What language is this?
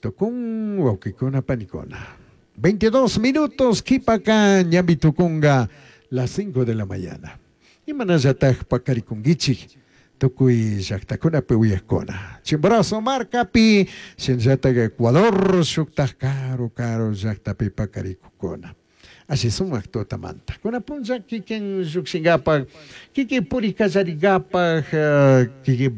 Chimborazo Highland Quichua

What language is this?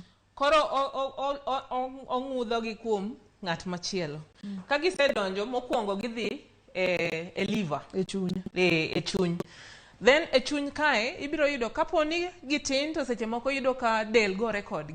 Luo (Kenya and Tanzania)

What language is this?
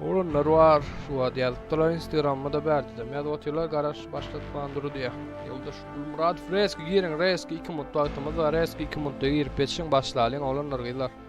Turkmen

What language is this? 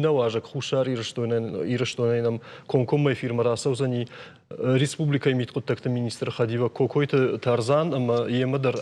Ossetic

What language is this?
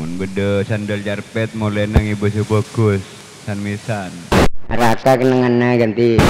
Madurese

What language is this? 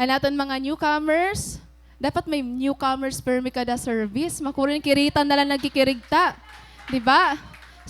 Waray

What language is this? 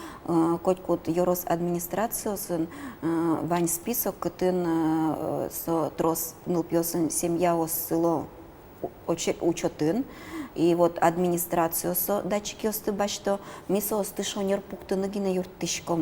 Udmurt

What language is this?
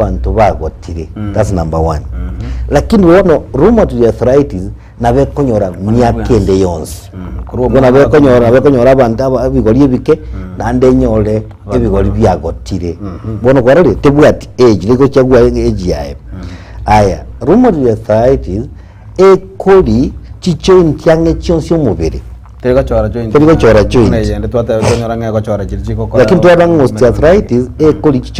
Gusii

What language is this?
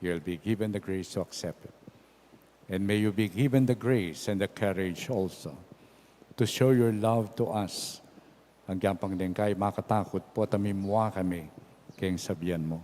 Pampanga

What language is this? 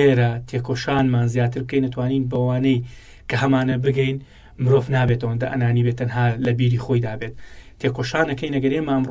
Central Kurdish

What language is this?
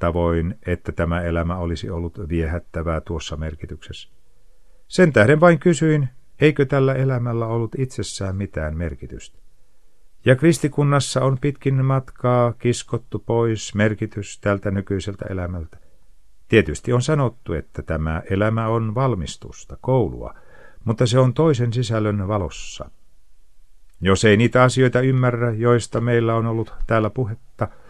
Finnish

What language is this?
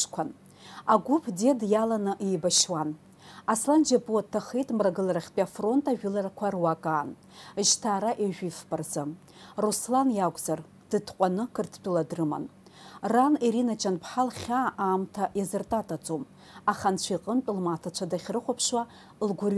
Abkhazian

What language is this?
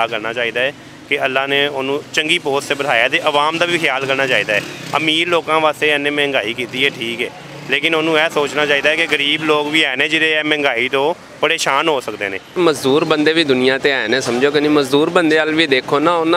Western Panjabi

